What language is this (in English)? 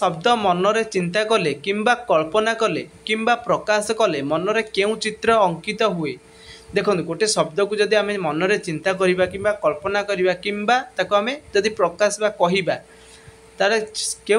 Odia